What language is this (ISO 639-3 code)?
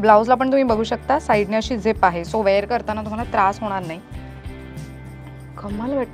mar